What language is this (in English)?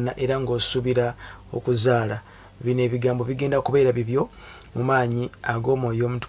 Ganda